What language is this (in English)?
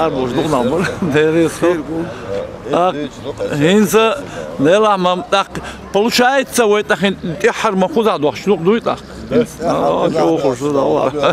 Chechen